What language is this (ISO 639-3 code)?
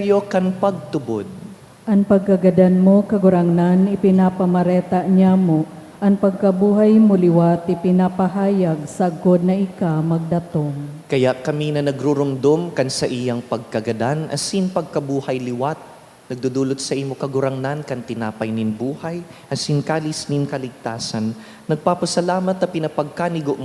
bik